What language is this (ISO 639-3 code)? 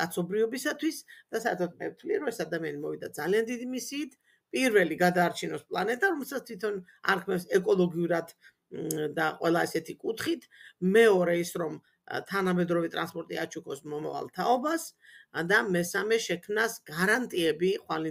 kat